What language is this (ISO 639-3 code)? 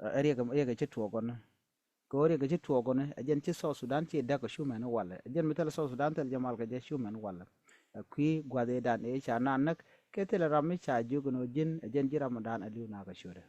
nus